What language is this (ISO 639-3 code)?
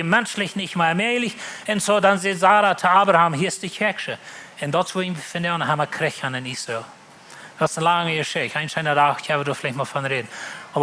pdt